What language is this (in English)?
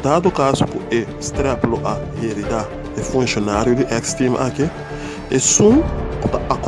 Papiamento